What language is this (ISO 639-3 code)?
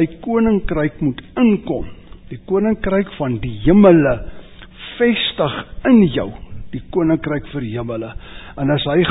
afr